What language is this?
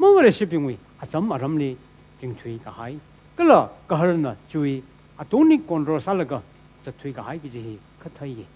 Tangkhul Naga (India)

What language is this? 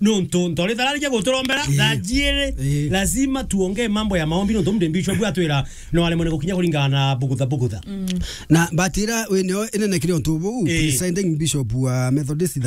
Meru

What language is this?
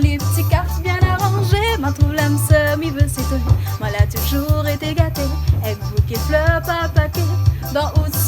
Réunion Creole French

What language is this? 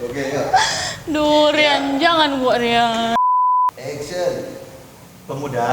Manado Malay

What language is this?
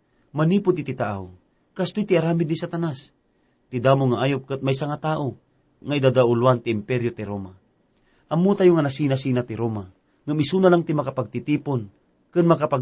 Iloko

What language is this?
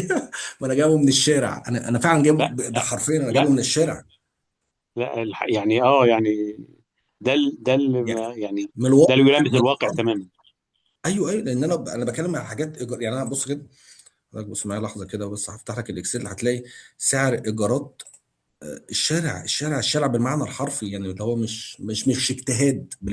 Egyptian Arabic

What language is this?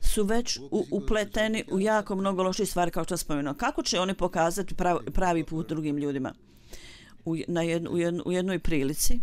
Bosnian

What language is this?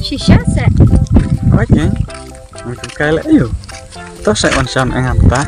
Khasi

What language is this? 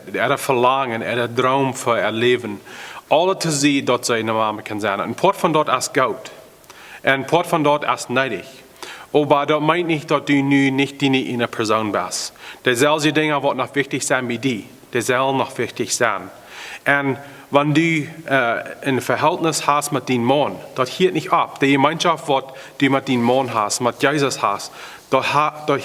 Plautdietsch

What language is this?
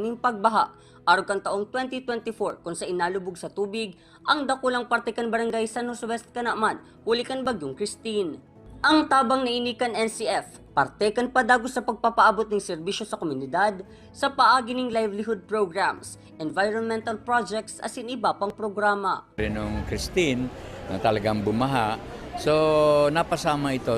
Bikol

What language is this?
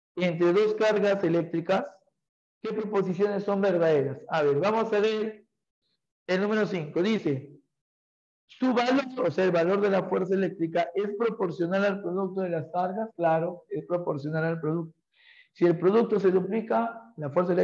Spanish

